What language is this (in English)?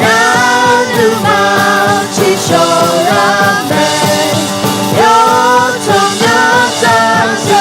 Akha